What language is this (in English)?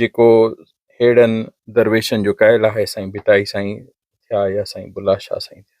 Sindhi